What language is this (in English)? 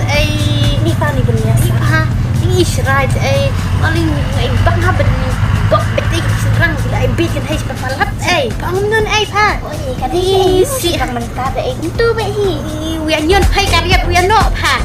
Khasi